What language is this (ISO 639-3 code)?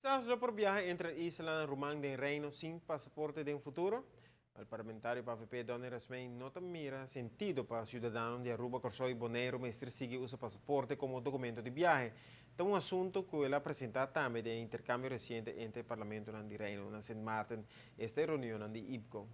pap